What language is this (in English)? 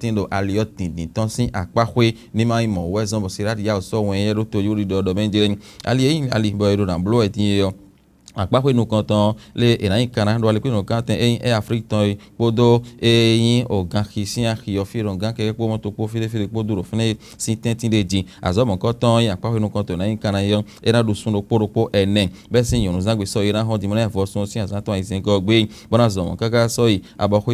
Fon